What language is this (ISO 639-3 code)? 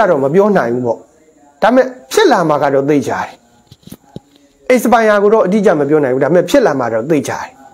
mya